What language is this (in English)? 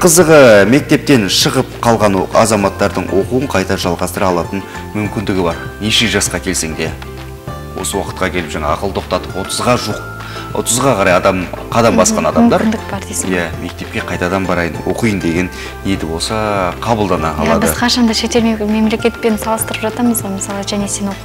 Kazakh